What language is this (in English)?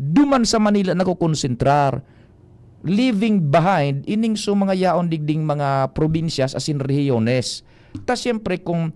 Bikol